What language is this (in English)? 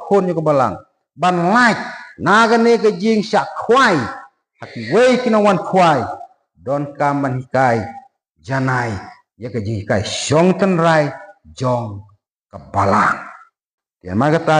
Khasi